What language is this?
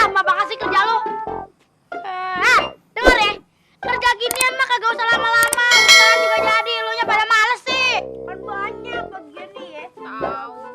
Betawi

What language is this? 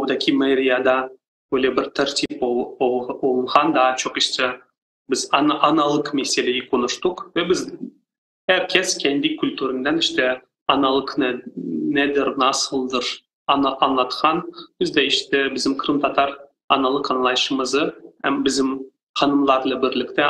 Crimean Tatar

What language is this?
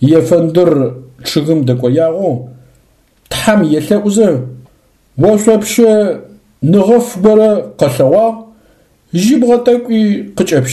Adyghe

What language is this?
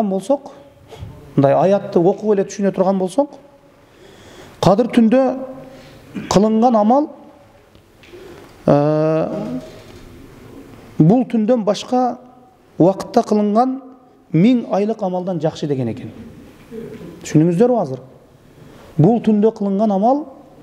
Kyrgyz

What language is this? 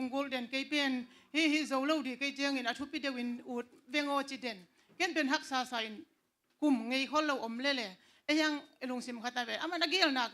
Tedim Chin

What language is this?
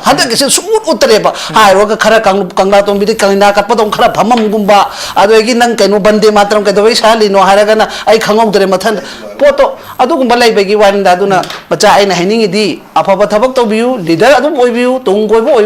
Manipuri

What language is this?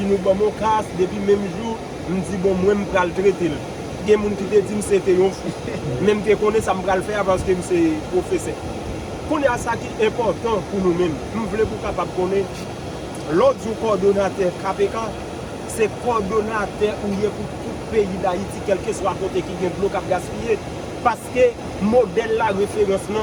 Haitian Creole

